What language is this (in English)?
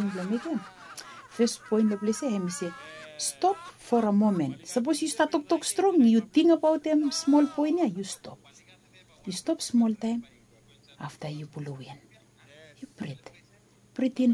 Bislama